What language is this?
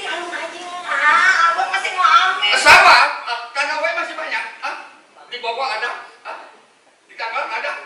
Betawi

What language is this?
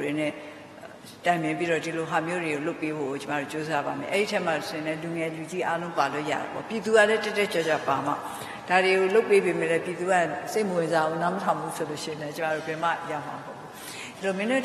Burmese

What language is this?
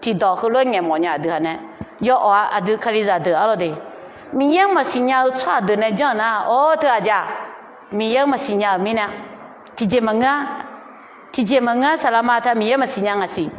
Akha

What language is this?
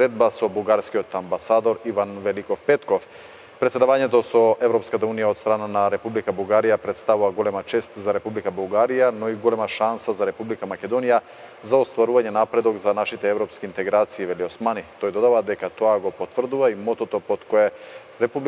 Macedonian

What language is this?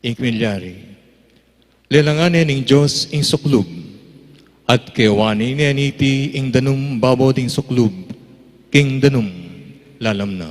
Pampanga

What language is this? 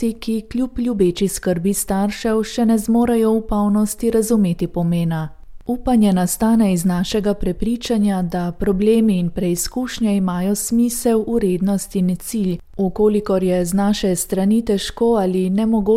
Slovenian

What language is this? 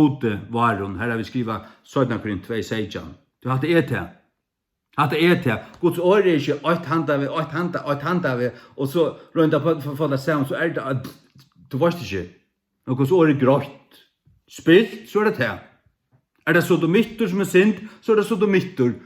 Faroese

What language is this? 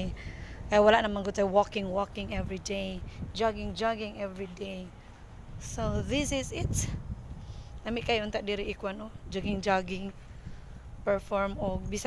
Cebuano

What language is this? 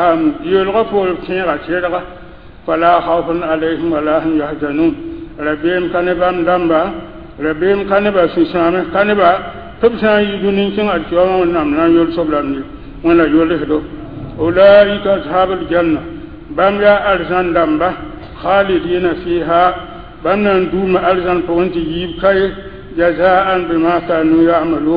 Mossi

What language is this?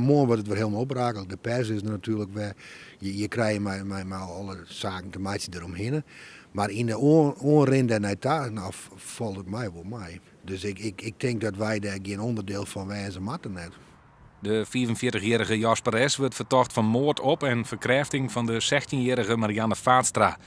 Western Frisian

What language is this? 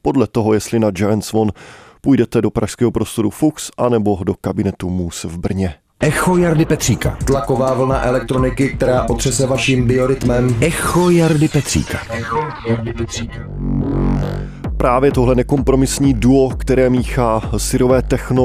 Czech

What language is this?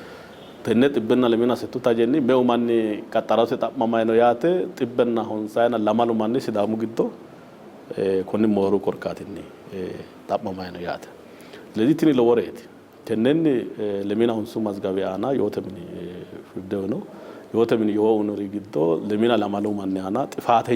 Sidamo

